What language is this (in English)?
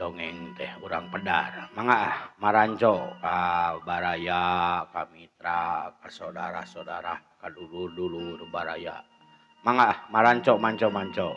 Sundanese